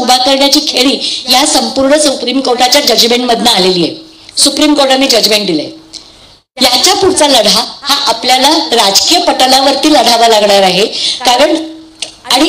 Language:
Marathi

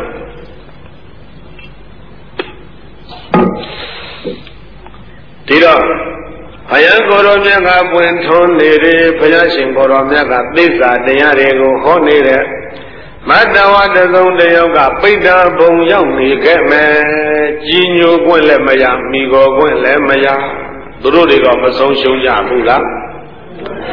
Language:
Burmese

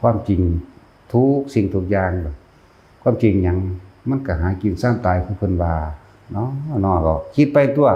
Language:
Lao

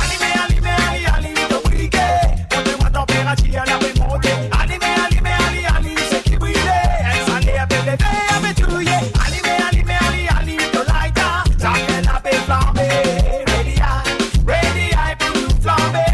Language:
Morisyen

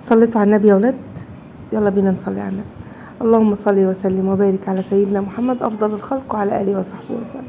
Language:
Egyptian Arabic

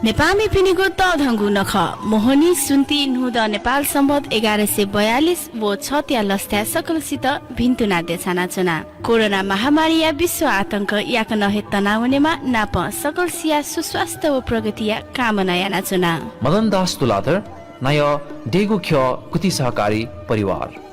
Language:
Newari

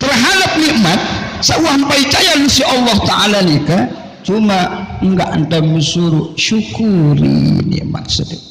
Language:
Sasak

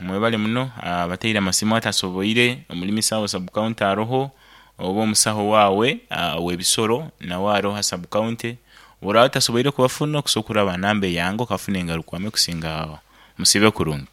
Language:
Nyankole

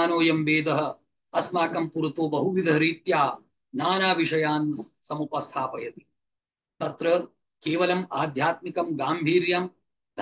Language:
Sanskrit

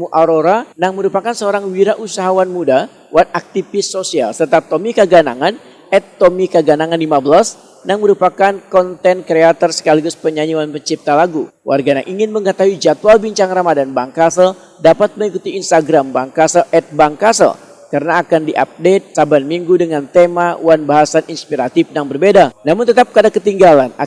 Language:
Banjar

